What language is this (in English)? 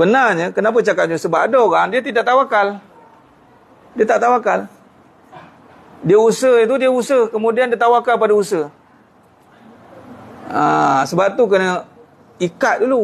Malay